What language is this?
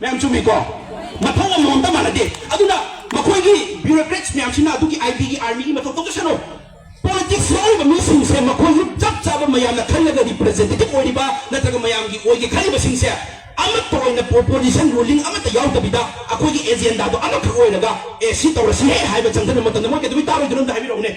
Manipuri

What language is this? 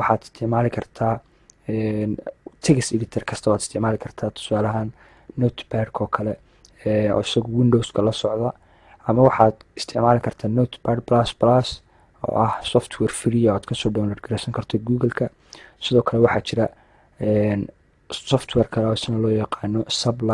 Somali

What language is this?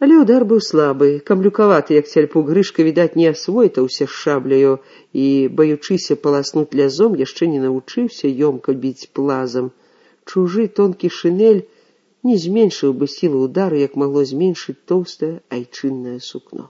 Belarusian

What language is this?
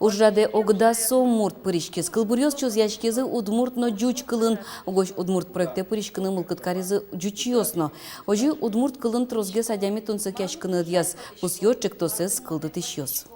Udmurt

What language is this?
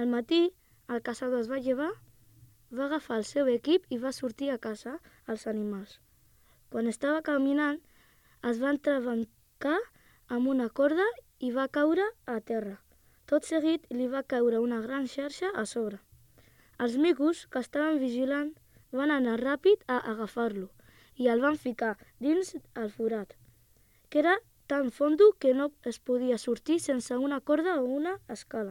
Catalan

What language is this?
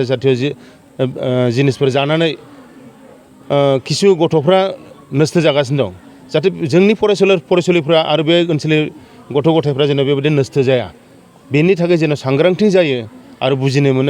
Bodo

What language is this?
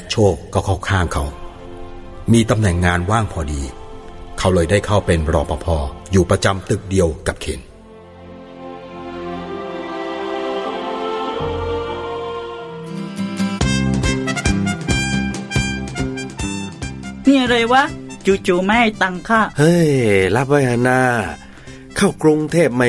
Thai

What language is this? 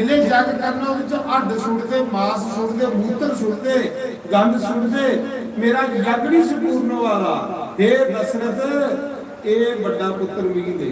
Dogri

